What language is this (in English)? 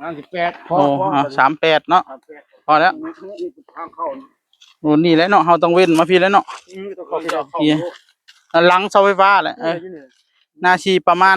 Northeastern Thai